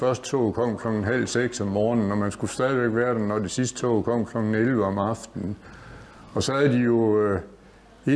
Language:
Danish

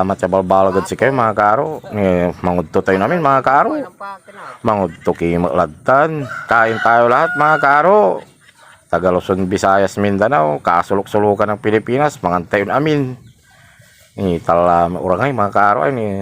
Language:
Pangasinan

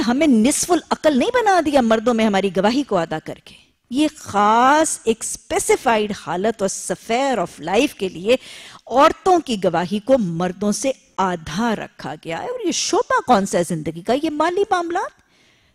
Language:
Urdu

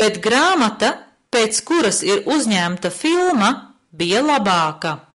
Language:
Latvian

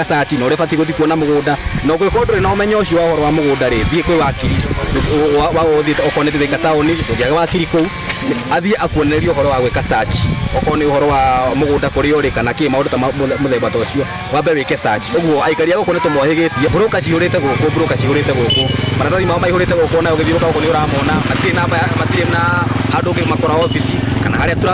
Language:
Kikuyu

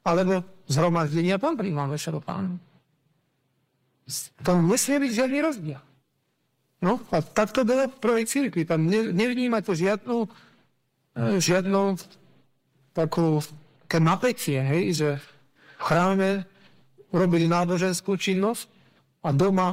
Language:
Slovak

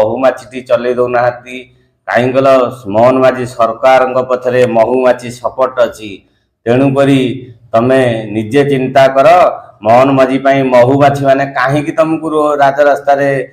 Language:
Odia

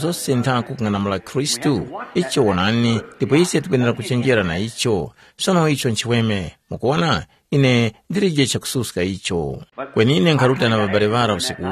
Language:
Tumbuka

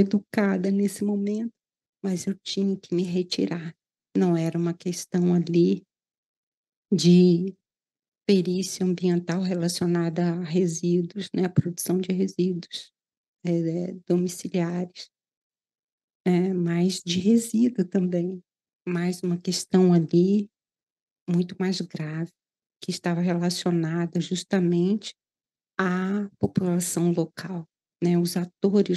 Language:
Portuguese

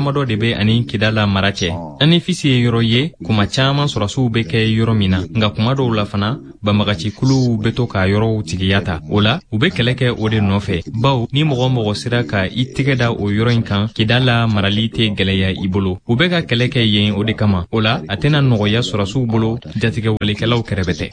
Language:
Bambara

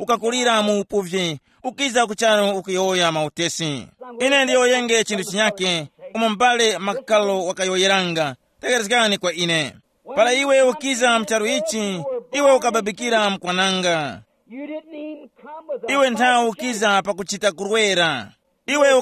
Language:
Tumbuka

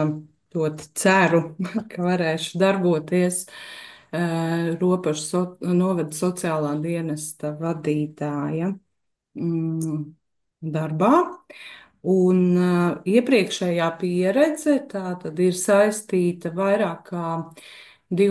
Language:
Latvian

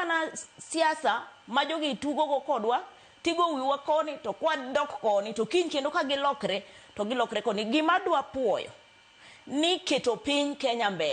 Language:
Luo (Kenya and Tanzania)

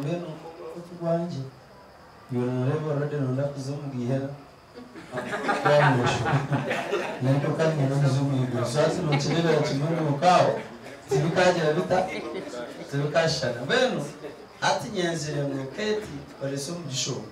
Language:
Nyankole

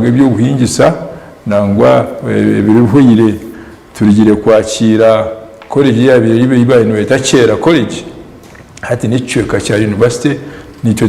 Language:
Nyankole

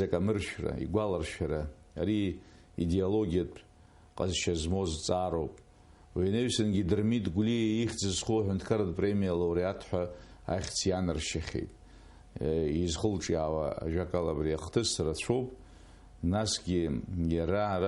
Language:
Abkhazian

